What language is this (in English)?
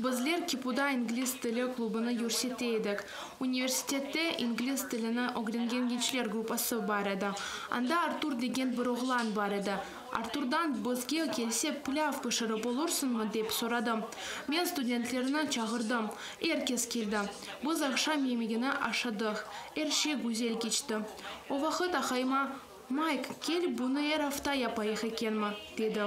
Crimean Tatar